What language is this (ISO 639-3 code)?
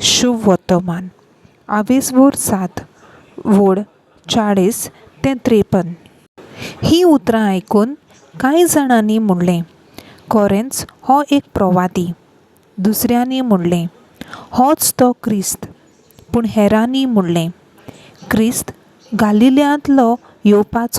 kok